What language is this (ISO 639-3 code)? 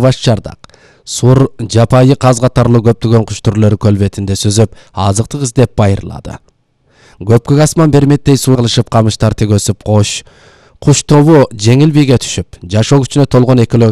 kir